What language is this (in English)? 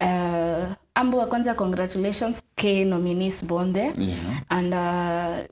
Meru